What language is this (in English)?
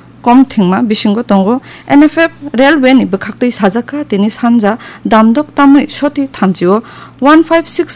Kok Borok